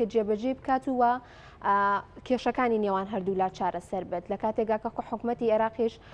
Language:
Central Kurdish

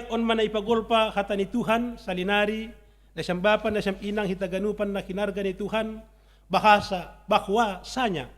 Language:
Batak Simalungun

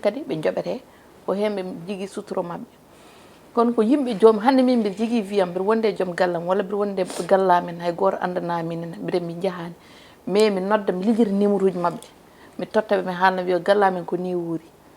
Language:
Fula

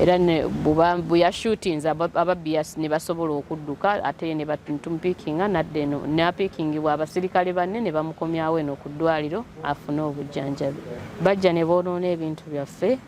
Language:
Ganda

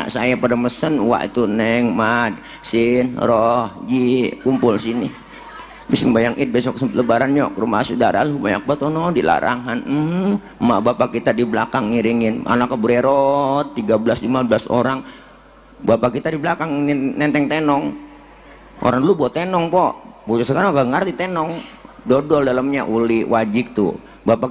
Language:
Betawi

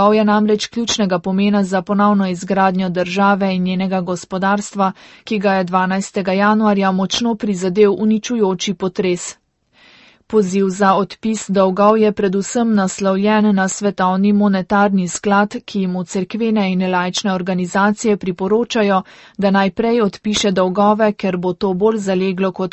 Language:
Slovenian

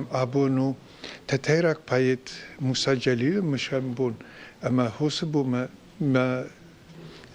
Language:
Ossetic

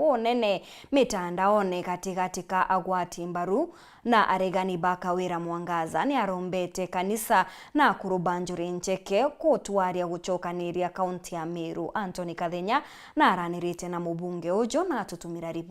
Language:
Meru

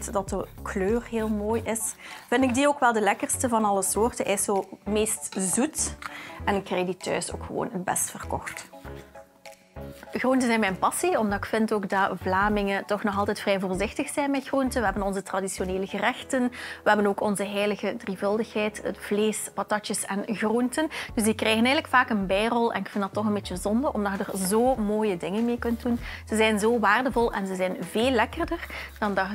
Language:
Dutch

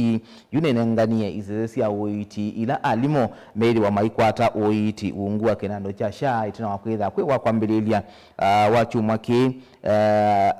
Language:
Kamba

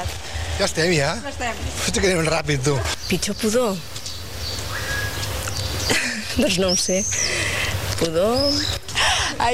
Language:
Catalan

